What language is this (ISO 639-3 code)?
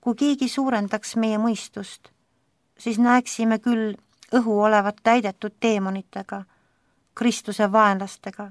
est